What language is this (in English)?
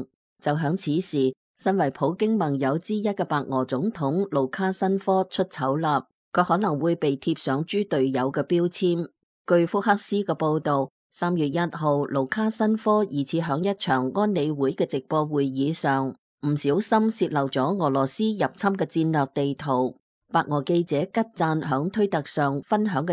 Cantonese